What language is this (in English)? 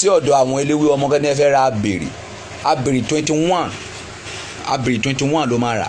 Yoruba